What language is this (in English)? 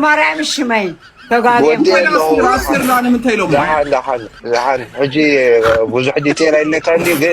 Tigrinya